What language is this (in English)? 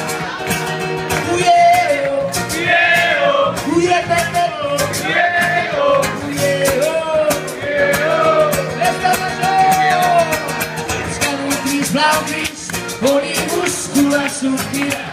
Catalan